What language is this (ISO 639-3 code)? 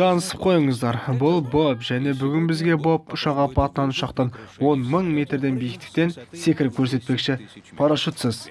kaz